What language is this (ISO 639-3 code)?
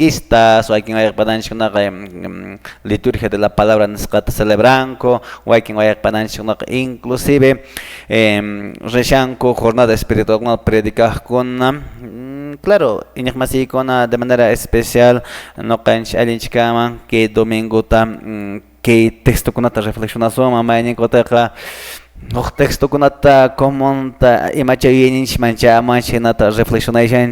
que